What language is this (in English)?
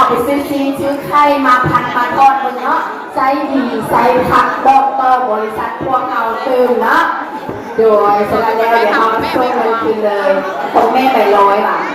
Northeastern Thai